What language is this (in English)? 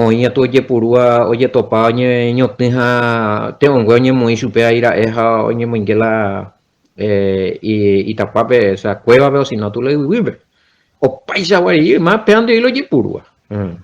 Guarani